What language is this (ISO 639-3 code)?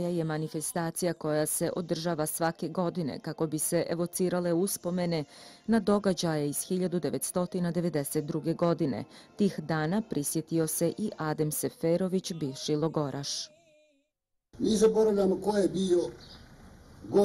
bos